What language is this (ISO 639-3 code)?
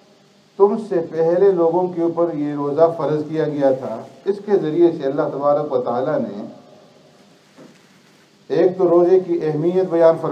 urd